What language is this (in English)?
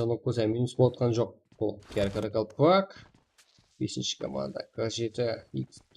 Kara-Kalpak